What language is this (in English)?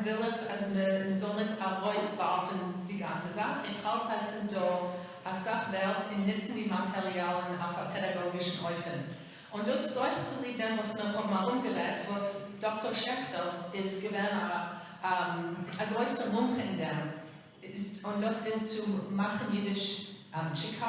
Yiddish